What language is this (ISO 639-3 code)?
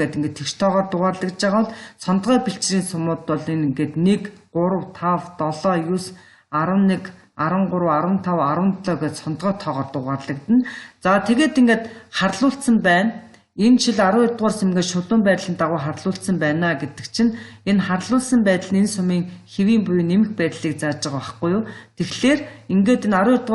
mon